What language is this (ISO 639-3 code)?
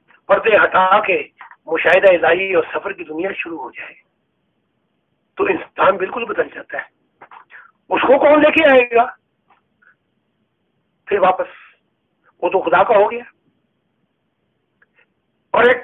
urd